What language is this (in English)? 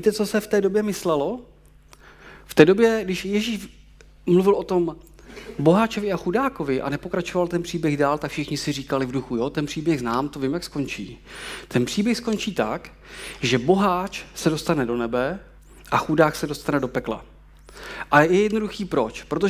Czech